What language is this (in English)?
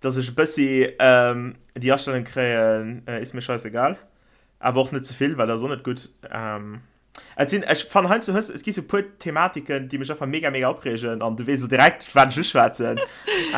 Luxembourgish